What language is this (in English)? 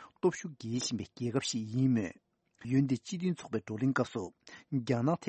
Tibetan